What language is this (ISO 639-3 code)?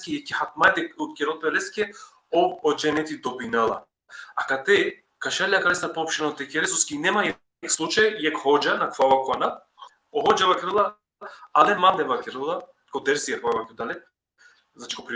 rmn